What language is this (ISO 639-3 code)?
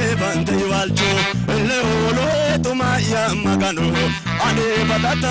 sid